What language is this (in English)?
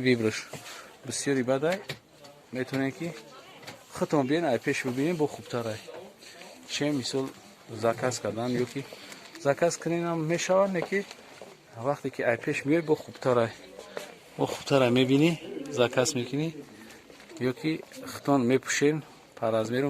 Tajik